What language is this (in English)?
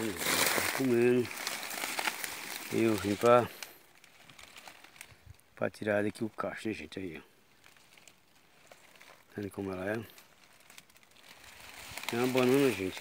Portuguese